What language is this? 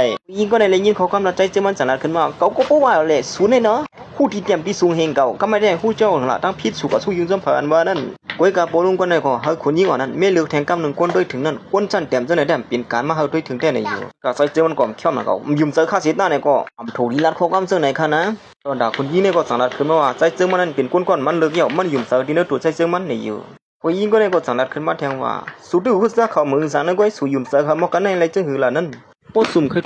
Shan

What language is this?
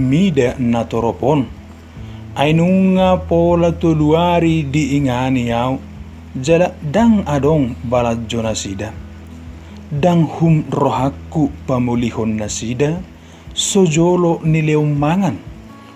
Batak Toba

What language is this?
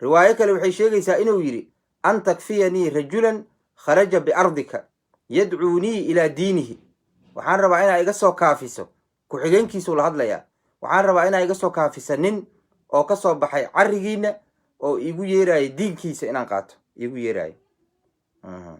Somali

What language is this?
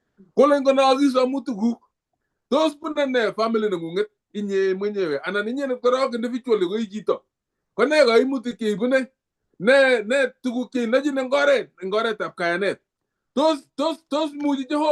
Kalenjin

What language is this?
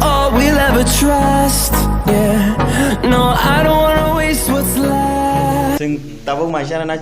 Kok Borok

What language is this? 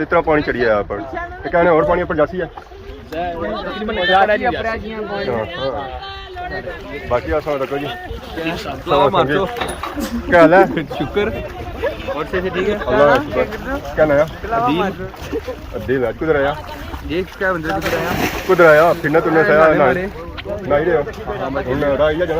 Pahari-Potwari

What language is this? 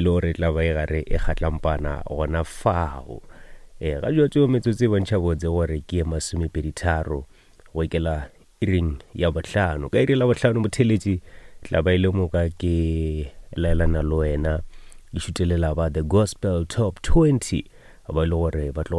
Northern Sotho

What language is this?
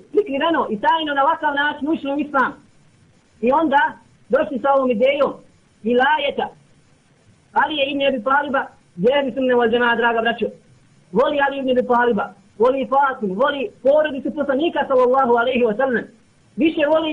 Bosnian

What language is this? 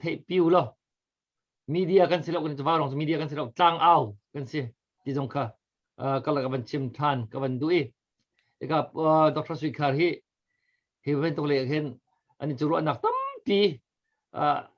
Hakha Chin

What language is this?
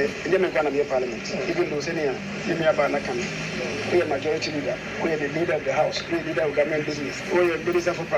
Akan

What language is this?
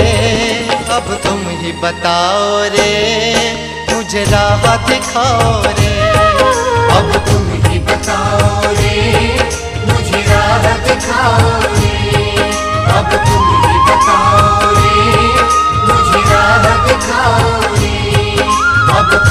Hindi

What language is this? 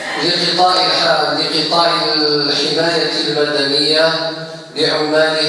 Algerian Arabic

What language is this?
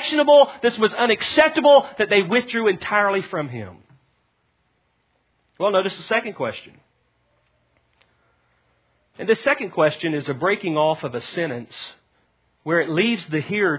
English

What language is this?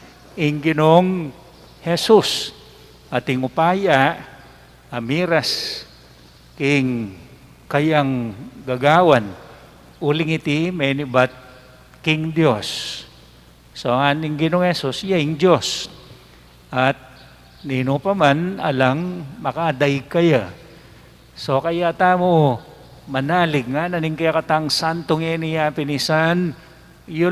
Pampanga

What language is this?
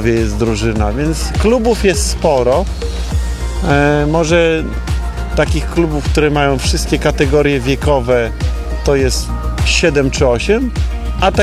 Polish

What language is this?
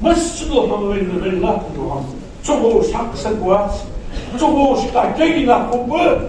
Ingush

